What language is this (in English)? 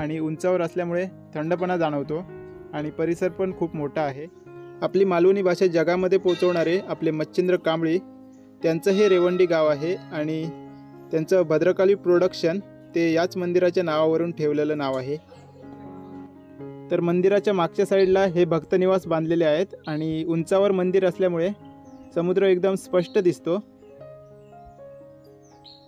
Marathi